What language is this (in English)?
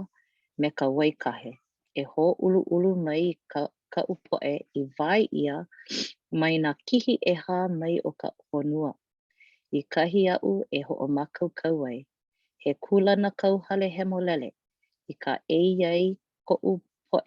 Hawaiian